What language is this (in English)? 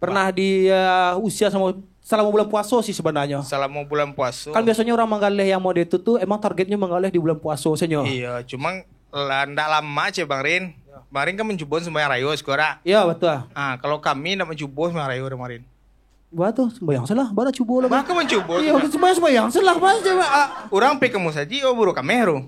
Minangkabau